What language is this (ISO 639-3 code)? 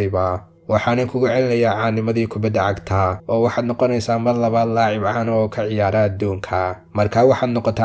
som